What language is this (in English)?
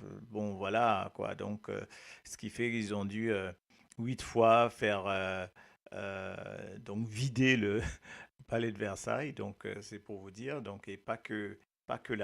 Morisyen